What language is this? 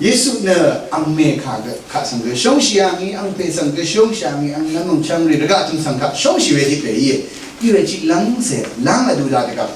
Rawang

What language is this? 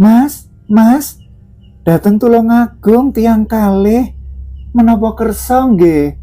Javanese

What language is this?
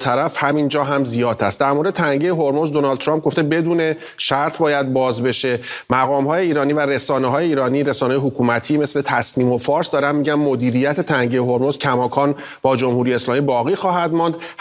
Persian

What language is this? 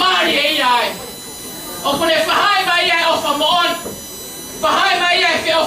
Tongan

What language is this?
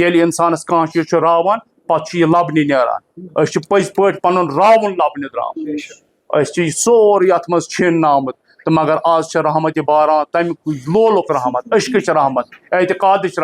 Kashmiri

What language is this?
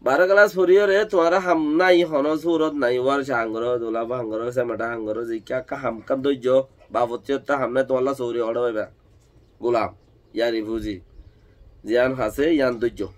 Rohingya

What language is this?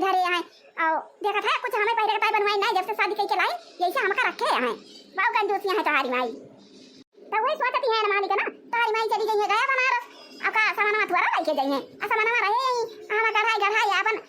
Awadhi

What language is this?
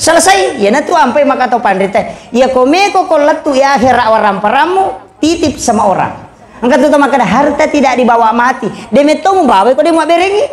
Buginese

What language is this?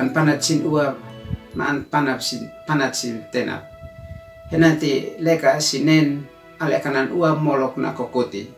Uab Meto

